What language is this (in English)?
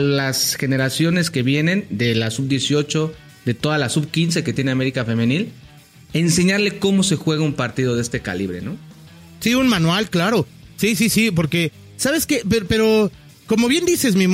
Spanish